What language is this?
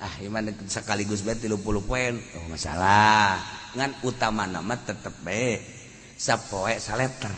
Sundanese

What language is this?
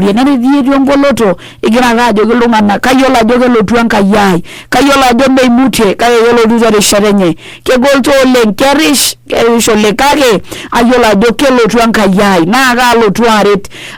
Masai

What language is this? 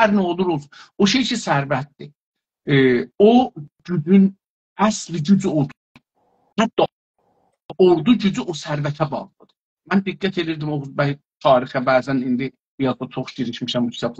South Azerbaijani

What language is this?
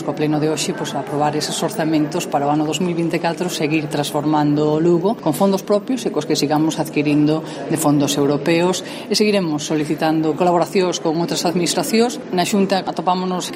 Galician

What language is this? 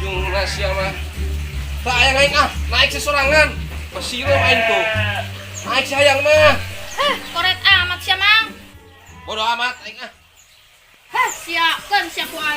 Sundanese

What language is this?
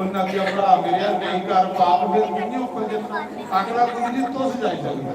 Dogri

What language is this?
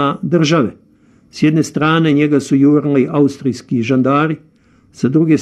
Serbian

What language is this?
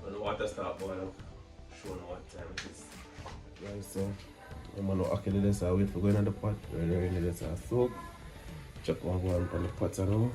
Jamaican Creole English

